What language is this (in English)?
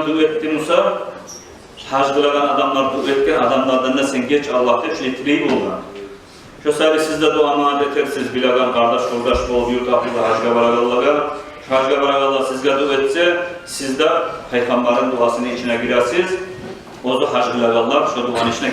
Kumyk